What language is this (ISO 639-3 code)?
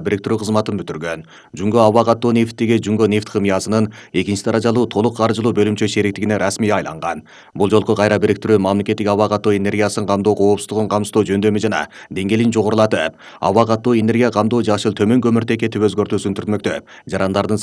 kir